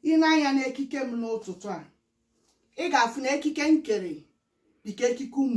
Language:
Igbo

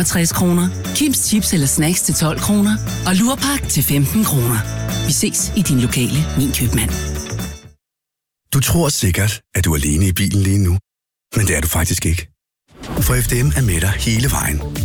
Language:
Danish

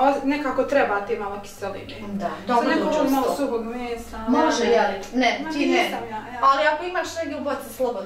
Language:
Bosnian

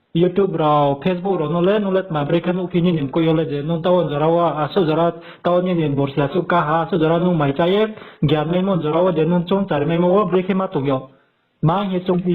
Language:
Riang (India)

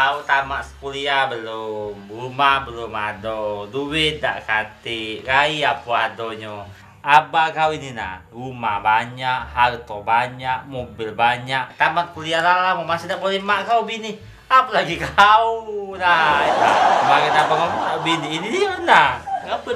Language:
Musi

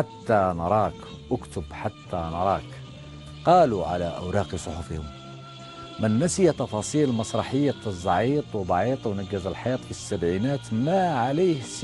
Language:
Algerian Arabic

